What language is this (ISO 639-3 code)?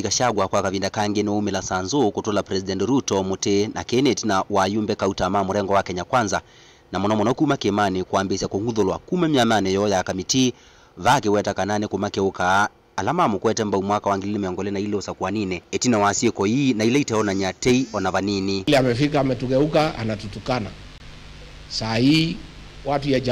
kam